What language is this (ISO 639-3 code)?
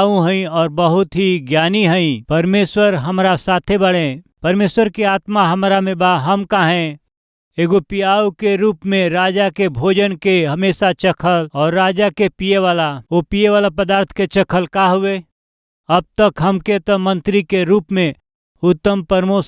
bho